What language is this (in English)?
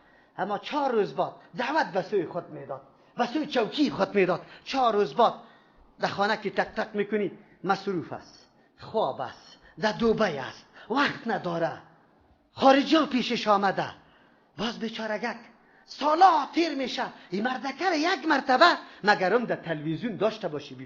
Persian